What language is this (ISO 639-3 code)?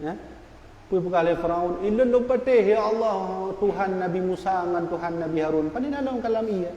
ace